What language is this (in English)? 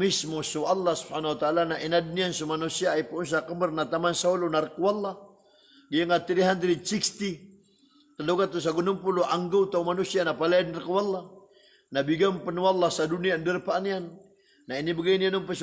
Maranao